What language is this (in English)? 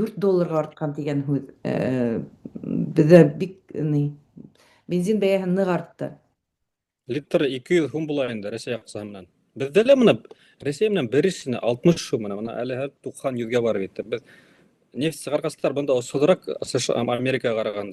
Bashkir